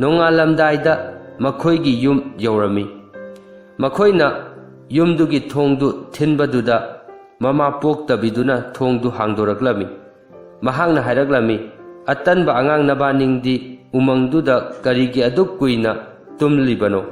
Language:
Manipuri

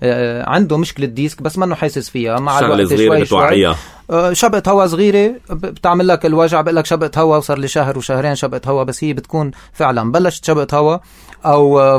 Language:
North Levantine Arabic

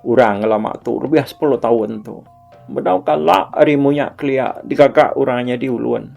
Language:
Iban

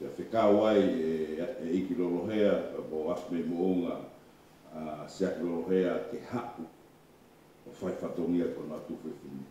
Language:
Tongan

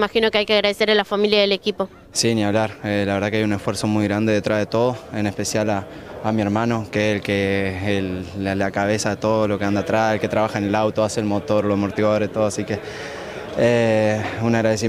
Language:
Spanish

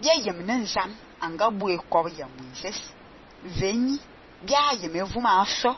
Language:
Fang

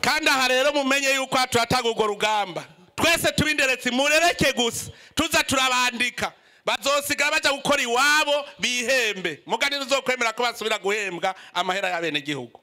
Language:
Rundi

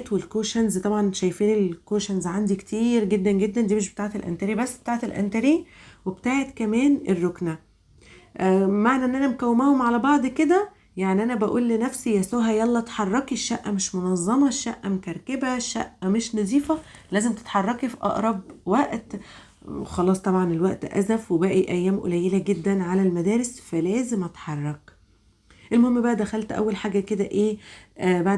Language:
Egyptian Arabic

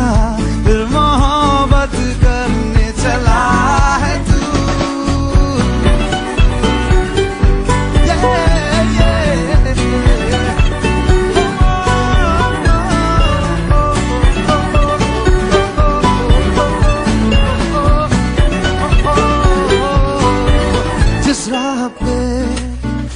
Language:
Hindi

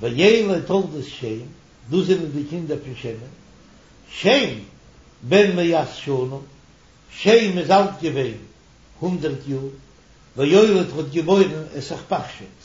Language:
Yiddish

